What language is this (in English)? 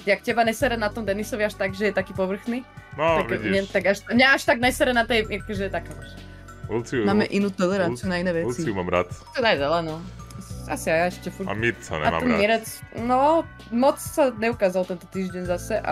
Slovak